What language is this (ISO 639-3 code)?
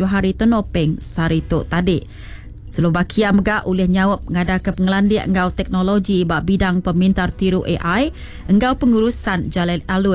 iba